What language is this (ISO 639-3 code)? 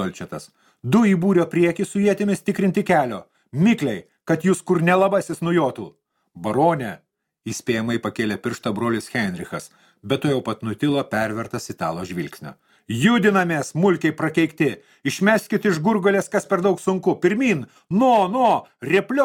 lit